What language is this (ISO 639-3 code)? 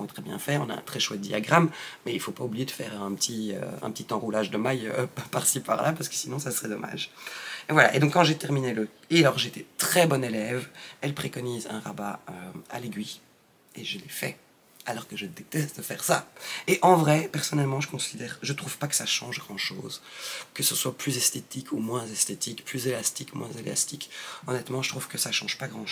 fra